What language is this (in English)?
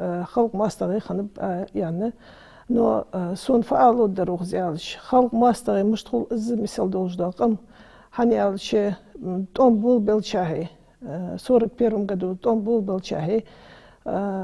Ingush